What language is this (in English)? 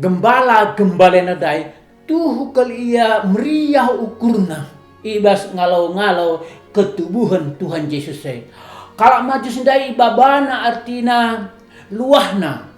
Batak Karo